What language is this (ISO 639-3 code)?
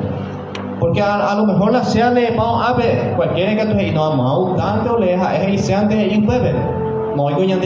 grn